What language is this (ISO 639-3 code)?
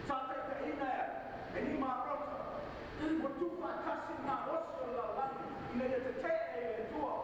smo